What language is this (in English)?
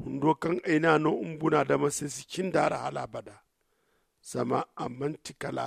Zarma